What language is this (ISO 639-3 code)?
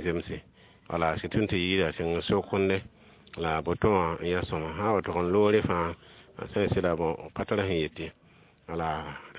mos